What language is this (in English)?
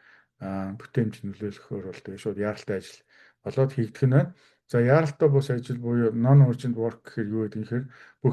Mongolian